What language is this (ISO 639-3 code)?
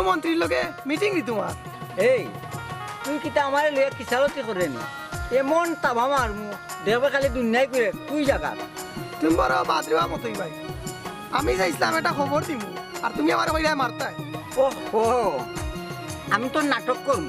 syl